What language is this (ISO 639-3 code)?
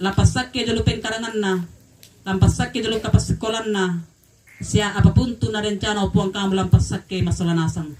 sda